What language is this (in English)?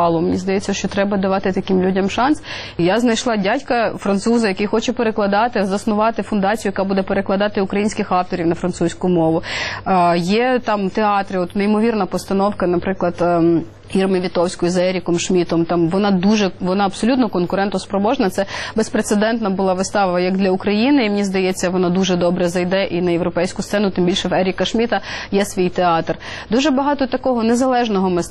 Ukrainian